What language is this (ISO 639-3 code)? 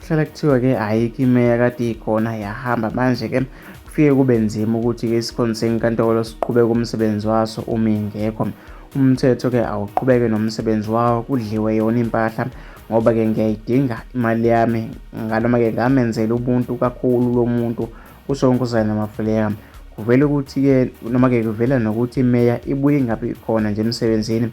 zul